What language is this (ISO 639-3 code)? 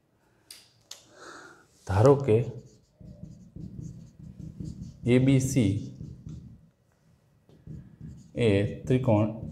guj